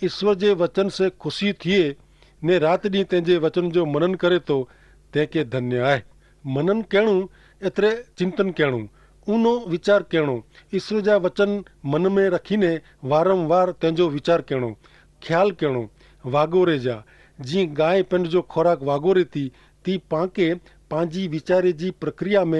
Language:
Kachhi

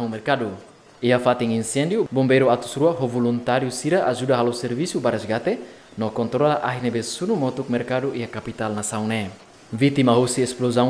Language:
Tetum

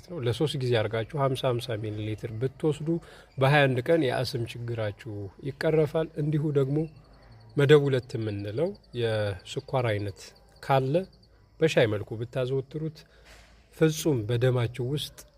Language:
Amharic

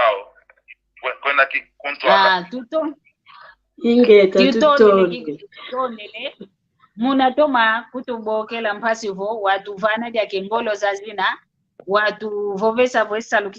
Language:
San Salvador Kongo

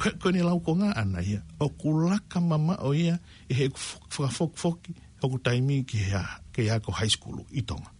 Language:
Tongan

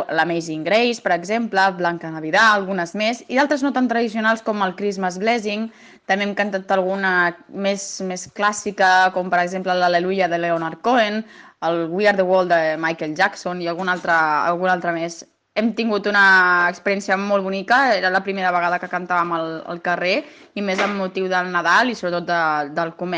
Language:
Catalan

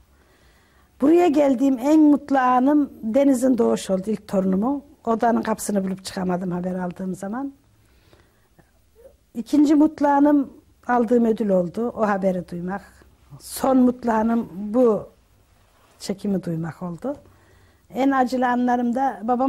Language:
Turkish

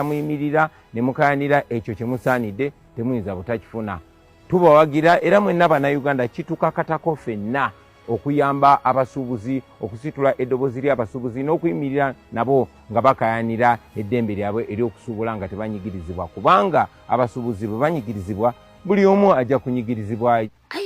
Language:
Ganda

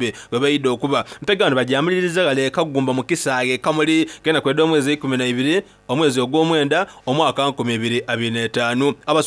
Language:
Soga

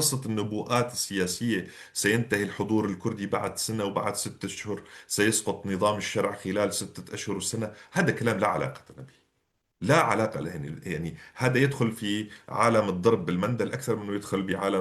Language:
North Levantine Arabic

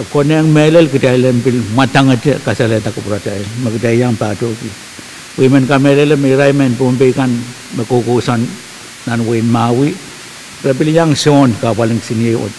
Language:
Pohnpeian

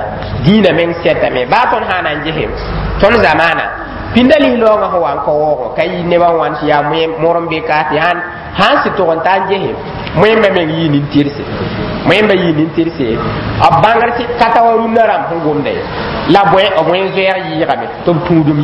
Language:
Mossi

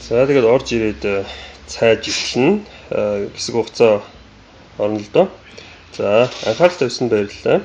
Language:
Mongolian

